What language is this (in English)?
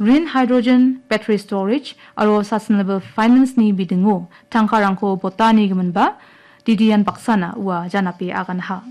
Garo